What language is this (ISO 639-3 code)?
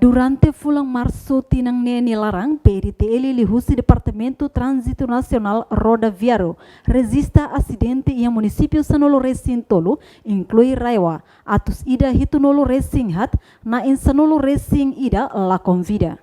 tet